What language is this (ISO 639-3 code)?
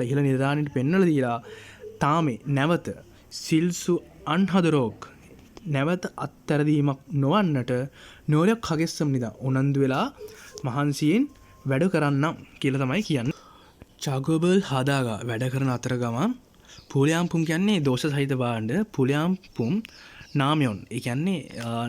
sin